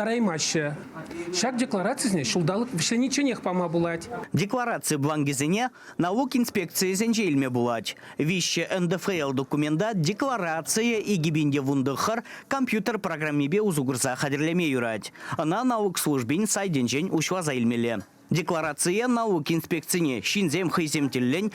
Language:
Chuvash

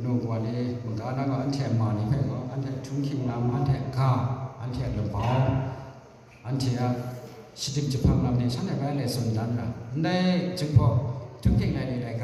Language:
Kachin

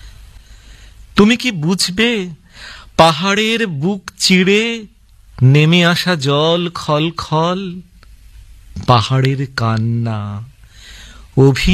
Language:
Bangla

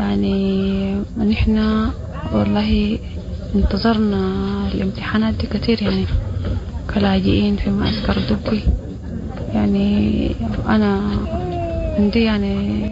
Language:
Sudanese Arabic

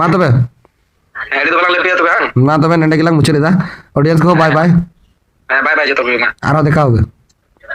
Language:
Santali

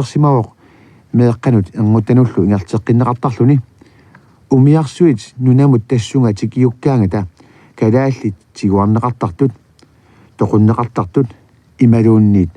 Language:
Kalaallisut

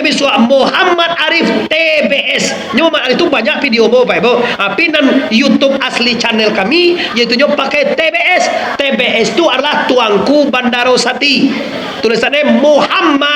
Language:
Minangkabau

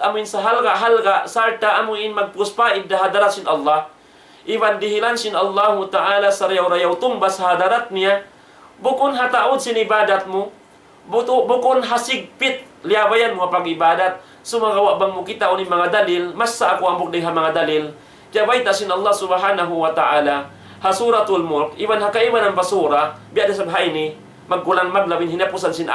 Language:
Tausug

